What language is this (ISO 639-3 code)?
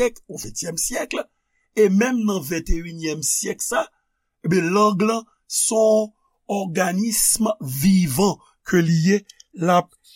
hat